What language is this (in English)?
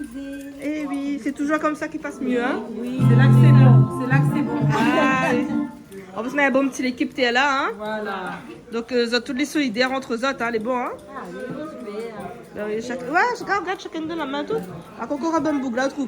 Réunion Creole French